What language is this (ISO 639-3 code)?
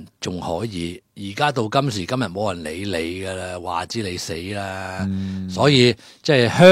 yue